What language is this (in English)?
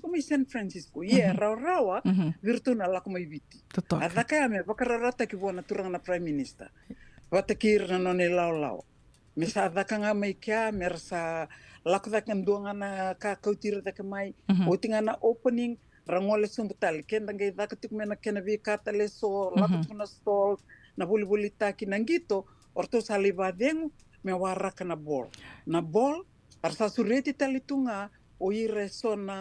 Fijian